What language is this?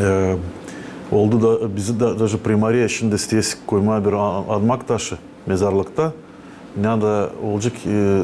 Gagauz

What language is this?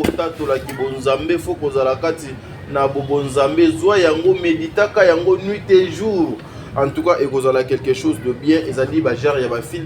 Lingala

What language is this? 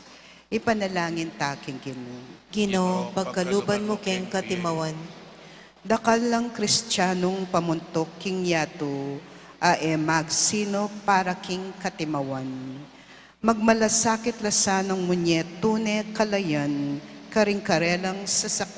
Pampanga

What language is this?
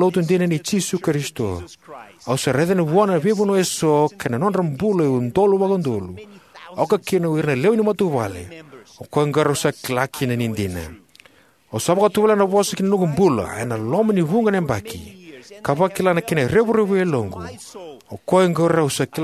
Fijian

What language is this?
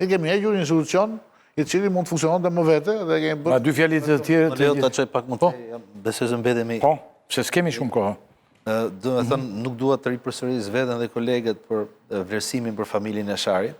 Albanian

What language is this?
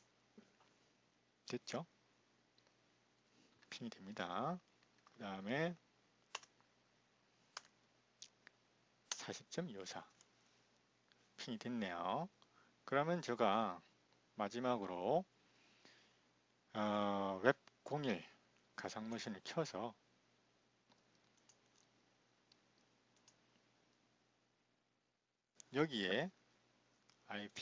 Korean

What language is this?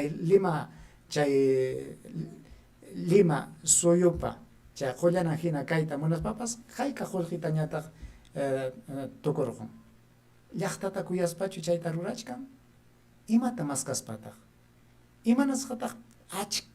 Ayacucho Quechua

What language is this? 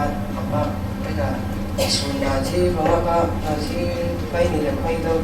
Falam Chin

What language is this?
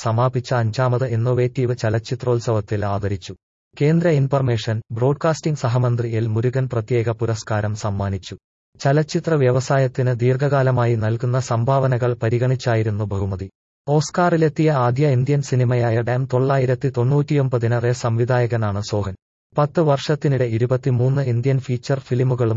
Malayalam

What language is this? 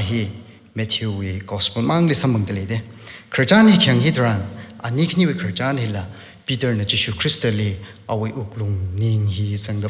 Tangkhul Naga (India)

